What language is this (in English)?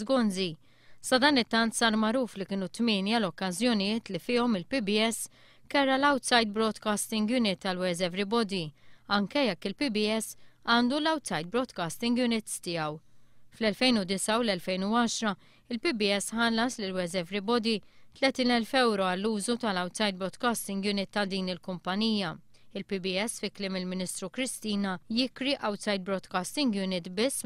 Maltese